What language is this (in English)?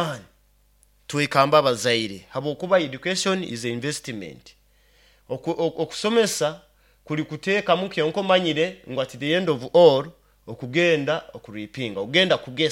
Nyoro